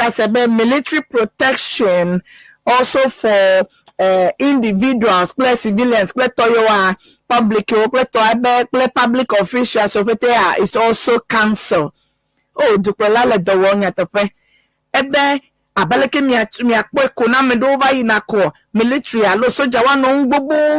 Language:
Ewe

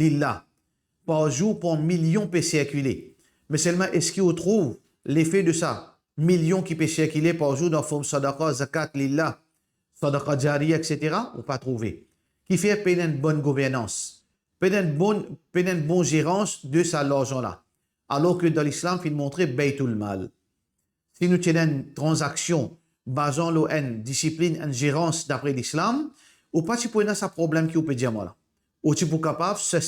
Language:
Morisyen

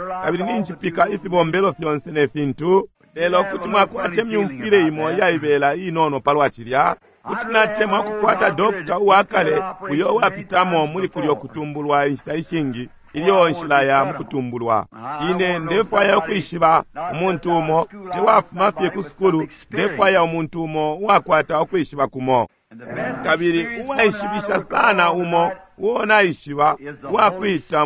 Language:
Bemba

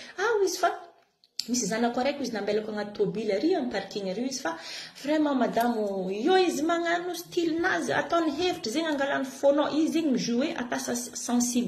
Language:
Malagasy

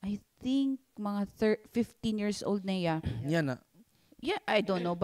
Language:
Waray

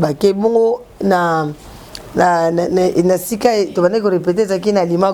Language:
Lingala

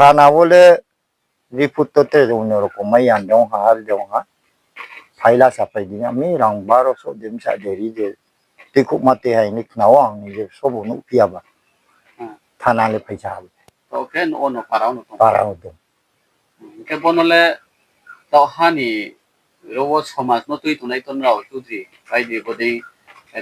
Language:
Riang (India)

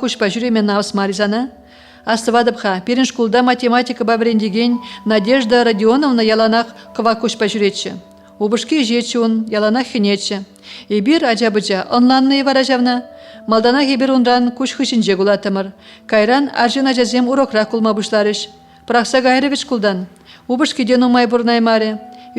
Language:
Chuvash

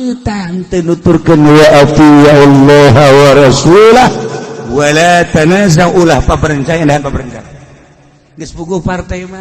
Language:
Sundanese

